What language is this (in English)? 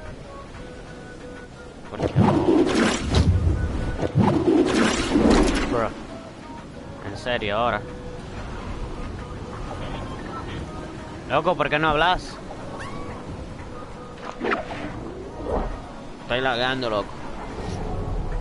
Spanish